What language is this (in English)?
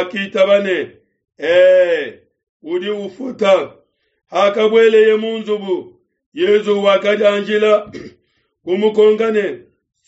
Luba-Lulua